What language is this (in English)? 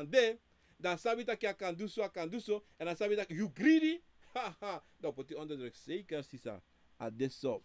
Sranan Tongo